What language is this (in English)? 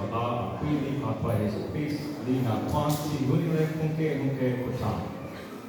Kekchí